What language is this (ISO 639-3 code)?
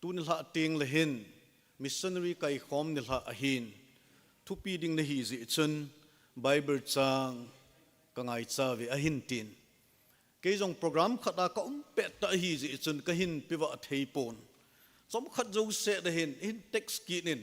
tcz